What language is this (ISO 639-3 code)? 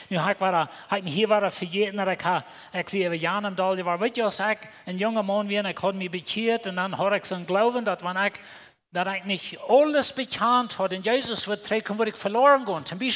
pdt